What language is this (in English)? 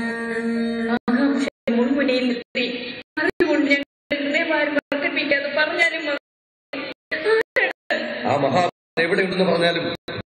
Malayalam